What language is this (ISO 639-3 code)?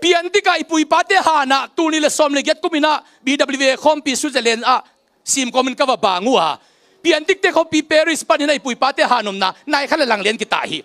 ctd